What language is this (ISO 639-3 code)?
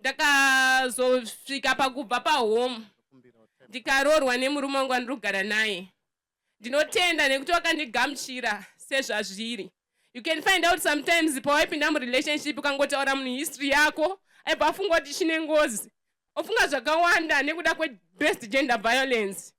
sna